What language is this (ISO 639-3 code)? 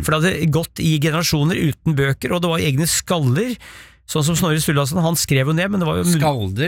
nor